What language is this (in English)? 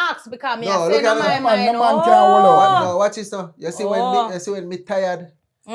Jamaican Creole English